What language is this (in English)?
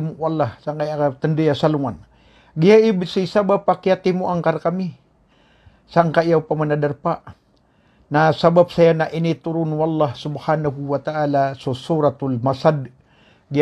Maranao